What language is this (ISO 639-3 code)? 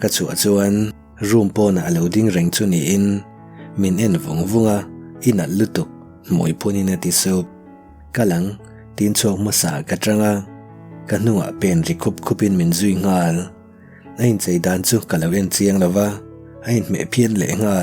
lus